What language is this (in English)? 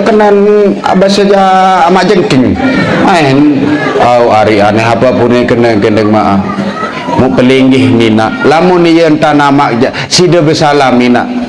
Sasak